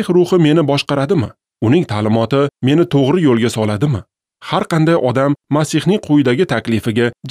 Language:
Uzbek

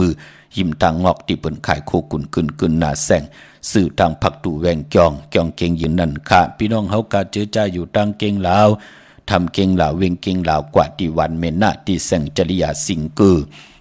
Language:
Shan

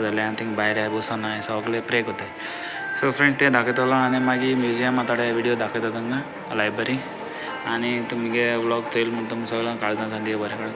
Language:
Konkani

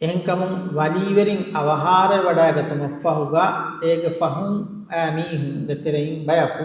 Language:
Divehi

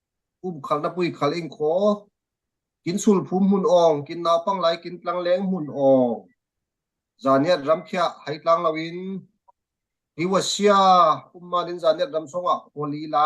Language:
Falam Chin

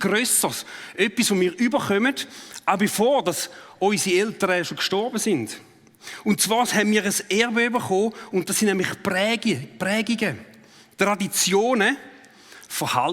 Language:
Swiss German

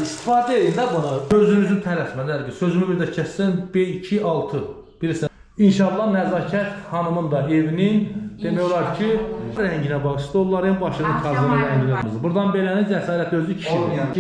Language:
Azerbaijani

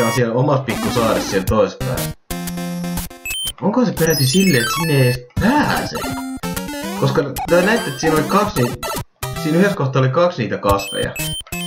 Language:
Finnish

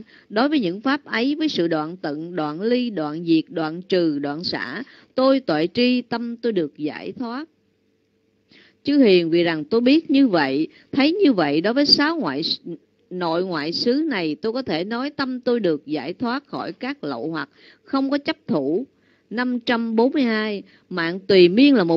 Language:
Vietnamese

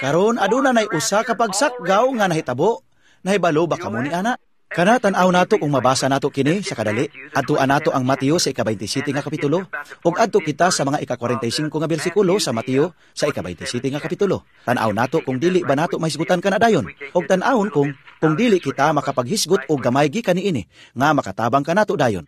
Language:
Cebuano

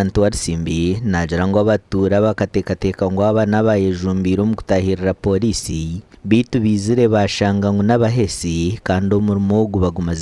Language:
Nyankole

